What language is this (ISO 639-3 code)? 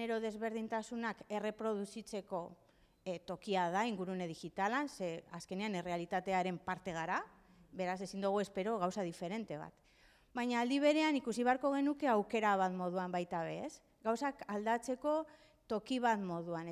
eus